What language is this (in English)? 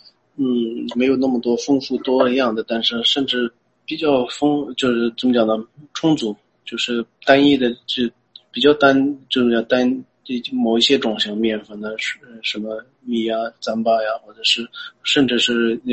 Chinese